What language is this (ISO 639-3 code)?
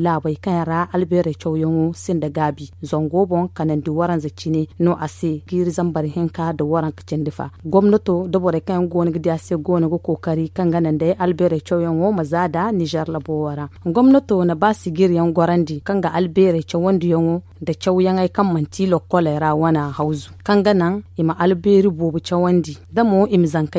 dje